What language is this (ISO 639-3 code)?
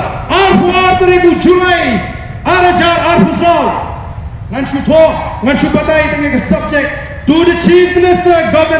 kha